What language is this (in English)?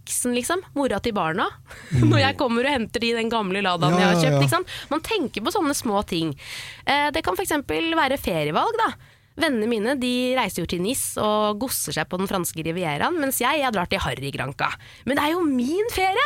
Norwegian